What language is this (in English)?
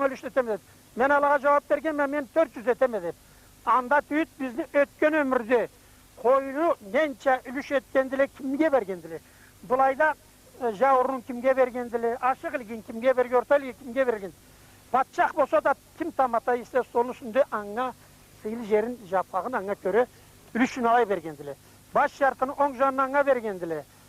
Karachay-Balkar